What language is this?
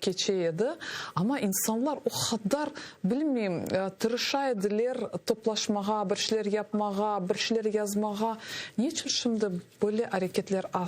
Crimean Tatar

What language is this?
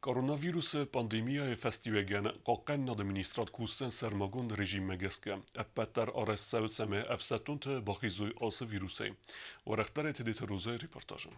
Ossetic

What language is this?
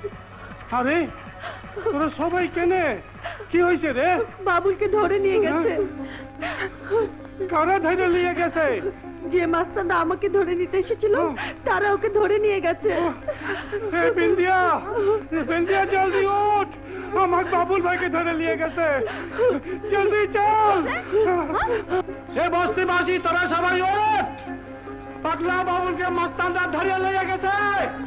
Bangla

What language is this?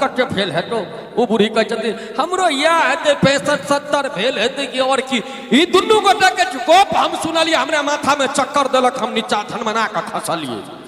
Maithili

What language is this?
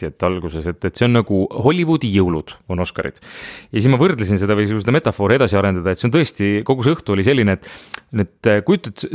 Estonian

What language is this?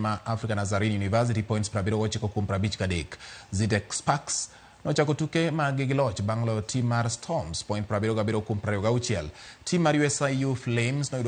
Luo (Kenya and Tanzania)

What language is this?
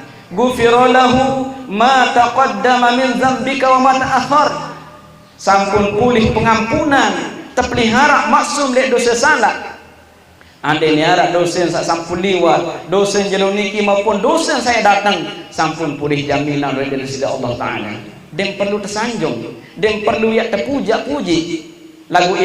Sasak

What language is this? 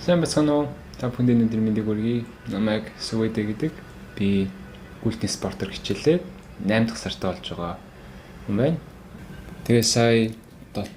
Mongolian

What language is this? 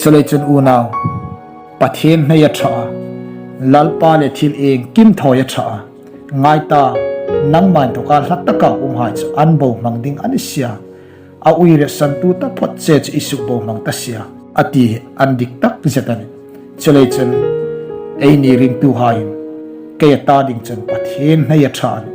Hmar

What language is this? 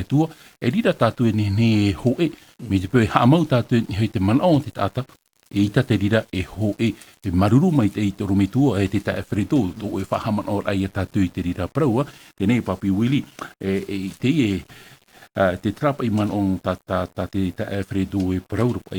Tahitian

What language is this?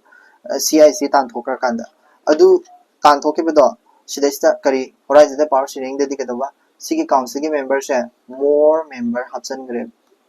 Manipuri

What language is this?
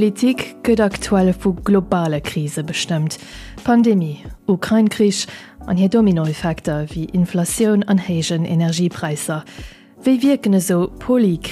Luxembourgish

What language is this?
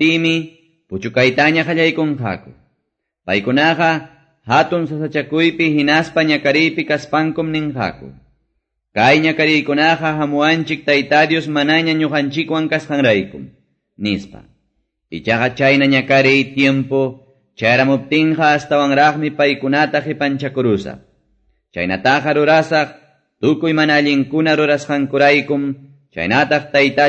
Quechua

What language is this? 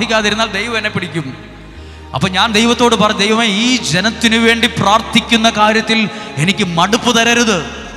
Malayalam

